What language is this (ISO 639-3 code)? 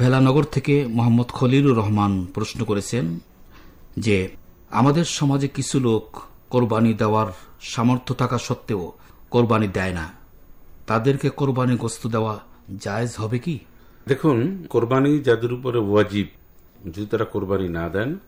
ben